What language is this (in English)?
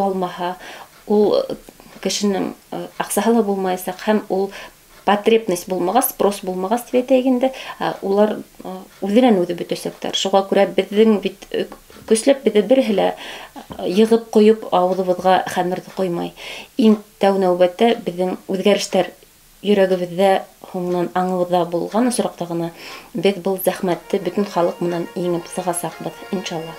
Bashkir